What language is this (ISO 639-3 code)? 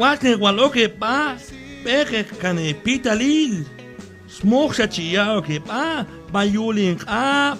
kjb